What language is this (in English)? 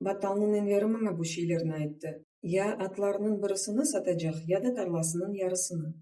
Crimean Tatar